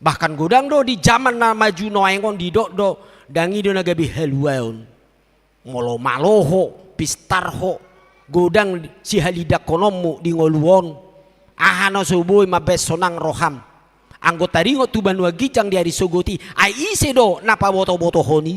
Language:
Batak Toba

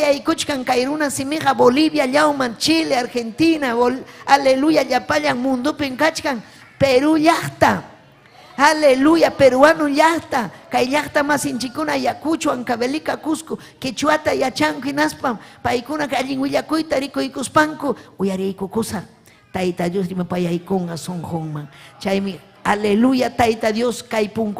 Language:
Ayacucho Quechua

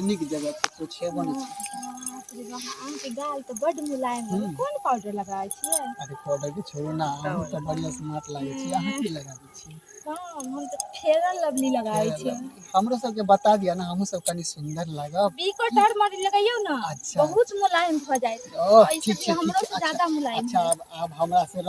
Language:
Maithili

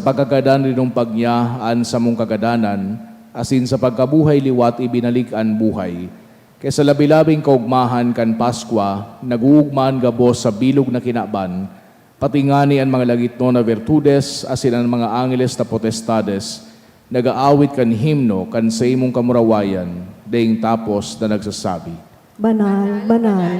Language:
Bikol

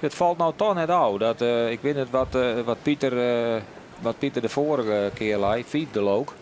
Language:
Western Frisian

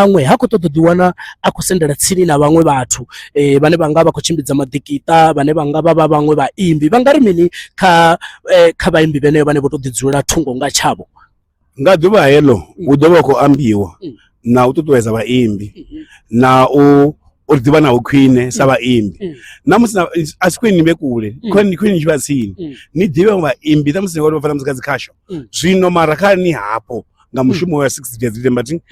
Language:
Venda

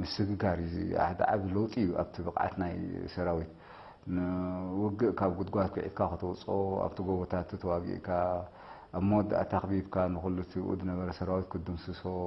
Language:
Tigrinya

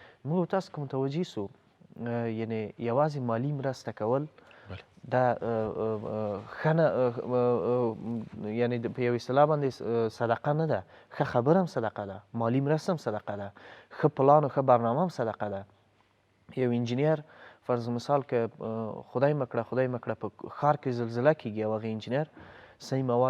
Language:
Pashto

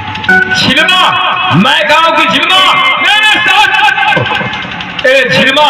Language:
Maithili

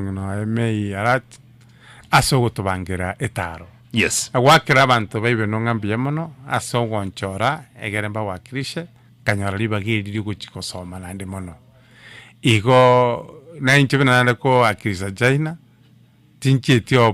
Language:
Gusii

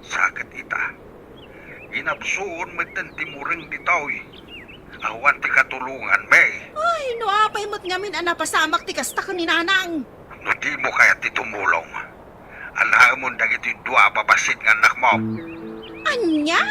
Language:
Iloko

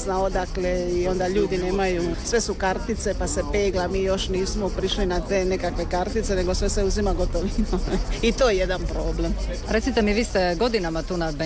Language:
Croatian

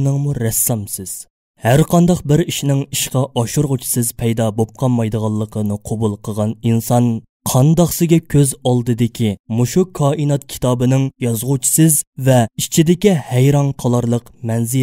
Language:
Uyghur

